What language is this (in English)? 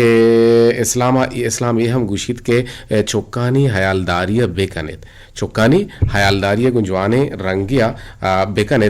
Eastern Balochi